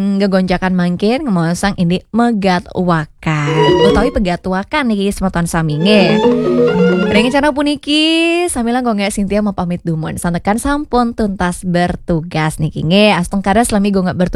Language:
Balinese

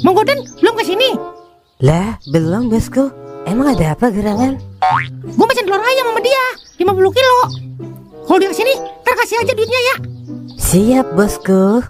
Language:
Betawi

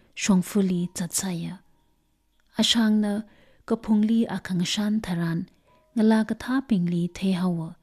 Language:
Tangkhul Naga (India)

